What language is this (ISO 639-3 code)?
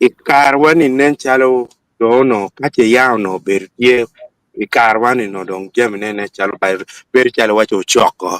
ach